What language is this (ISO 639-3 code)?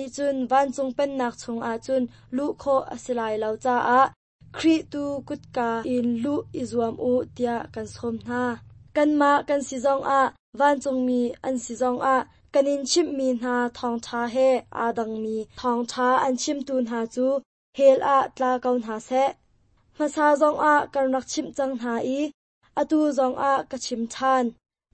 cnh